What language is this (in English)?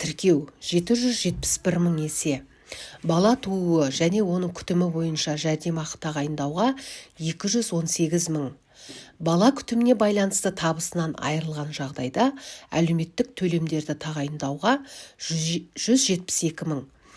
Kazakh